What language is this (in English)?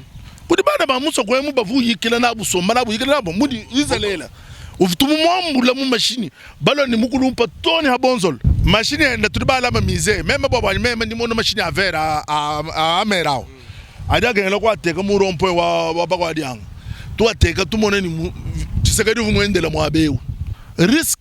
Luba-Lulua